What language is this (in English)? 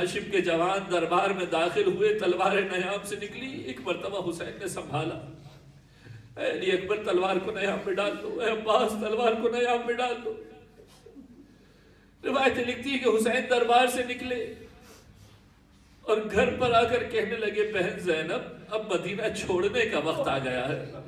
Urdu